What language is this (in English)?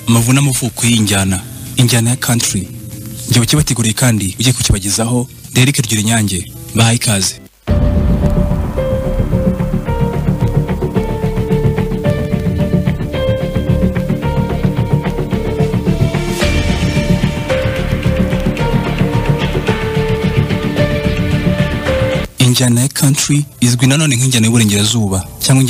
Kinyarwanda